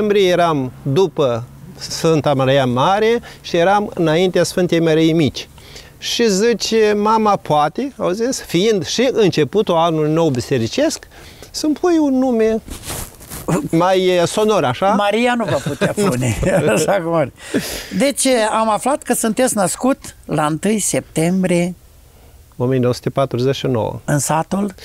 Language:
Romanian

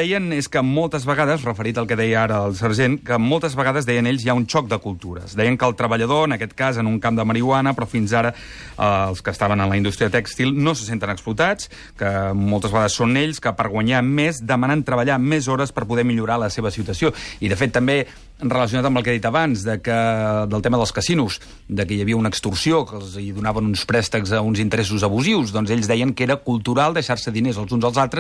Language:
Catalan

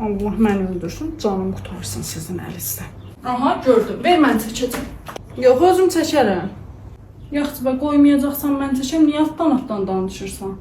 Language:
Azerbaijani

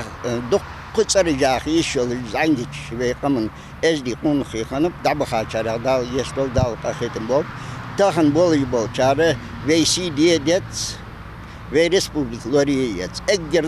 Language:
Ingush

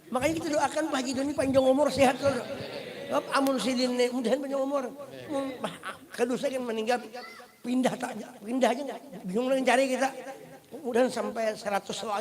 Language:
Banjar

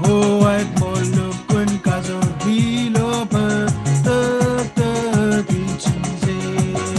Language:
Marshallese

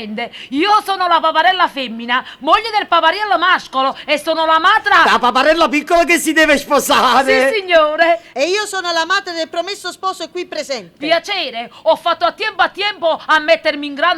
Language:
Neapolitan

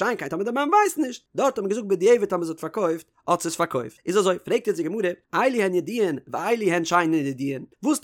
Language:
Yiddish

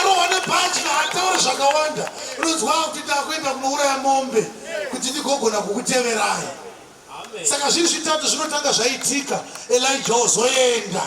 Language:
Shona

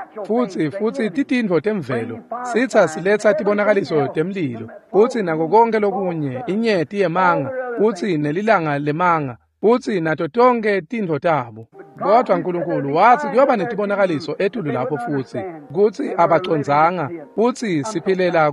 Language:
Swati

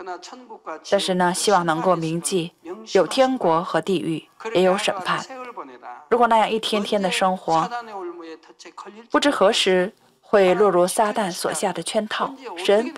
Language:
Chinese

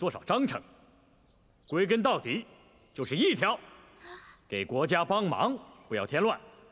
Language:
Chinese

